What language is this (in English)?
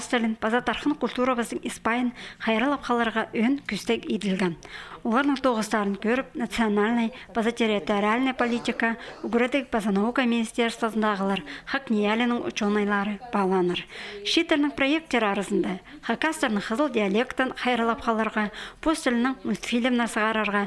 Khakas